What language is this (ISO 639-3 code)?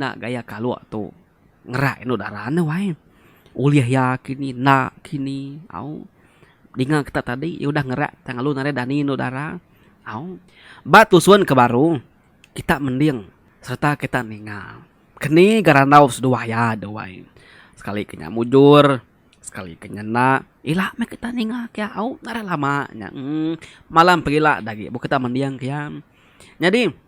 iba